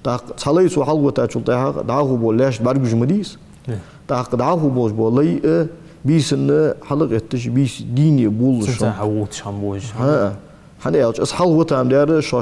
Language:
Ingush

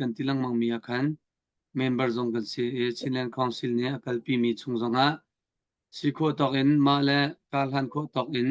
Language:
Hakha Chin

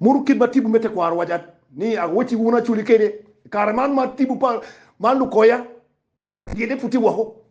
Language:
Acoli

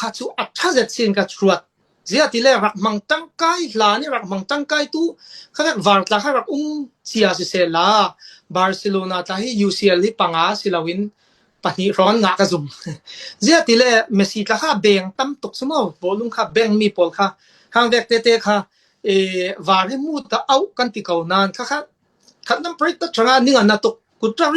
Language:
Falam Chin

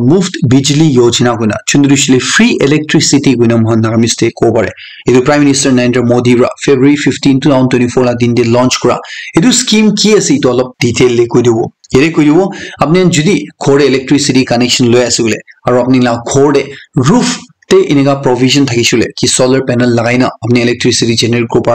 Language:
Naga Pidgin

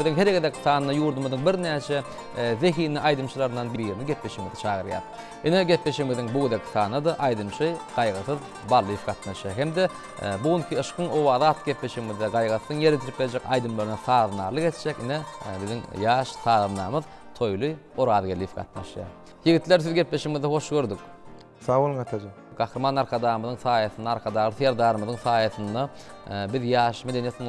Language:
Turkmen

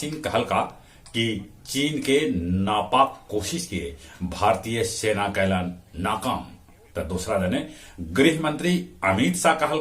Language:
Magahi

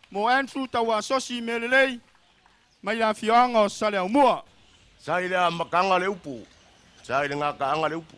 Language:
Samoan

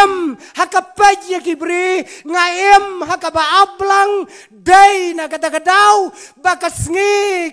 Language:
Khasi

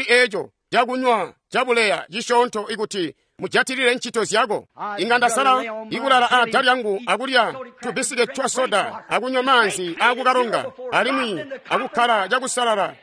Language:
Tonga (Zambia)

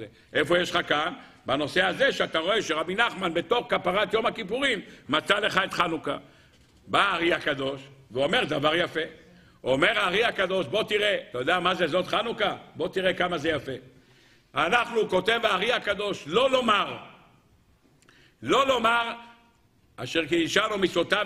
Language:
Hebrew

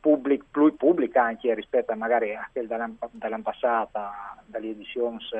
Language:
Friulian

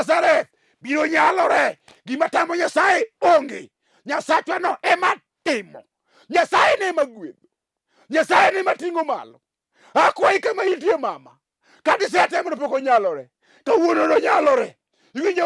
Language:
Luo (Kenya and Tanzania)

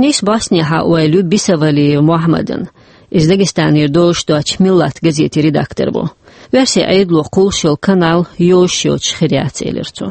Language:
Chechen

